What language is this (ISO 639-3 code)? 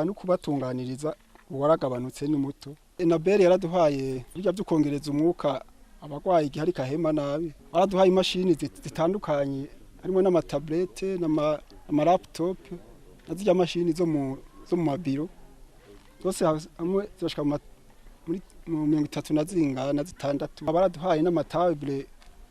run